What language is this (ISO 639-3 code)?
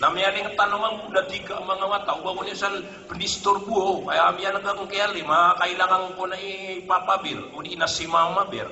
mrw